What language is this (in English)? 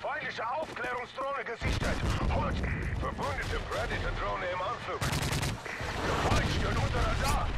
Swiss German